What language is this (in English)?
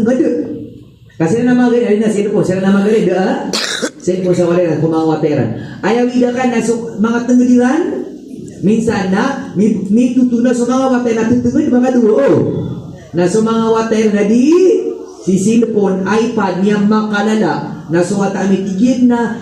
Maranao